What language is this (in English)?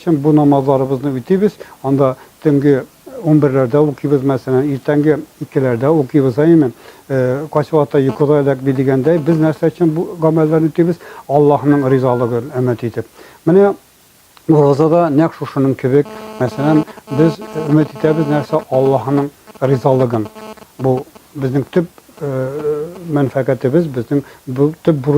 Tatar